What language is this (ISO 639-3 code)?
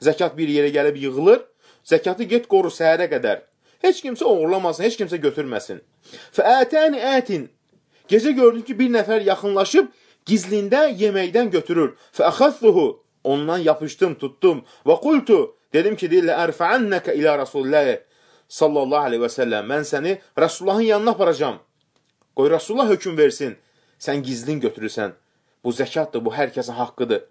aze